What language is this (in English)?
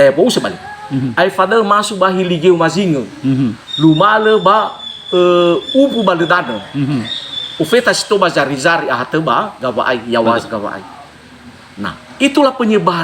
Nias